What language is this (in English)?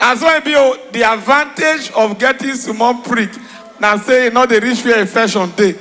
Nigerian Pidgin